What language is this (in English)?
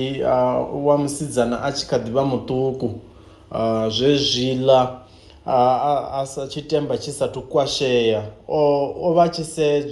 Venda